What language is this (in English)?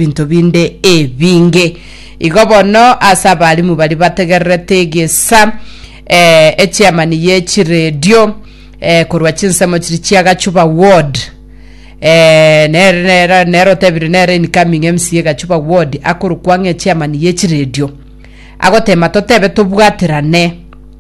Gusii